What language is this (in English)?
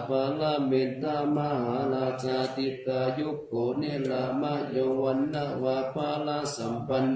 Pali